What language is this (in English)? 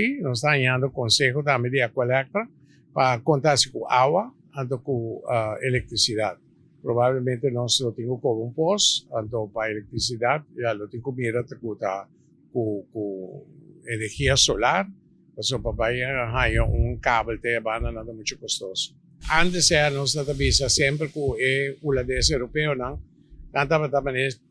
Papiamento